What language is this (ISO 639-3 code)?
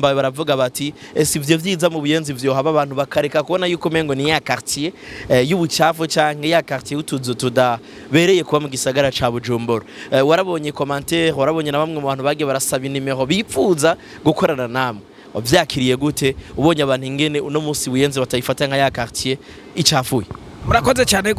run